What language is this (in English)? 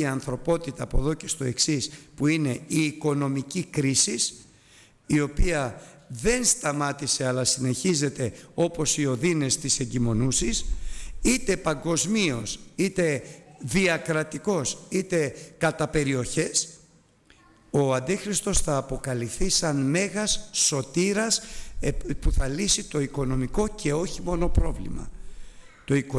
Greek